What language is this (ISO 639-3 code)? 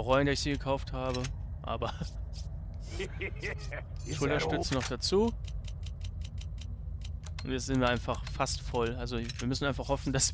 deu